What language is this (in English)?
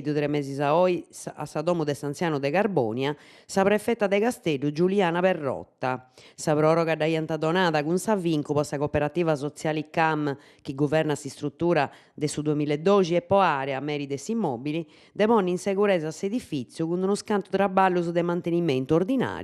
Sardinian